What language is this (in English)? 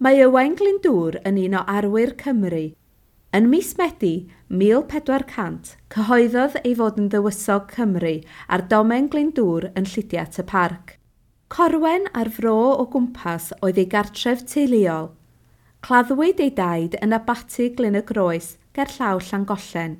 Welsh